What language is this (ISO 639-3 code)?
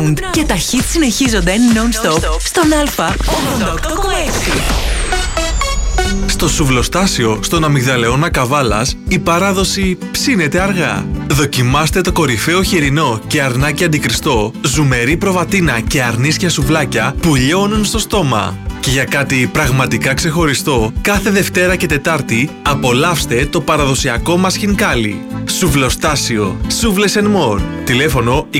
ell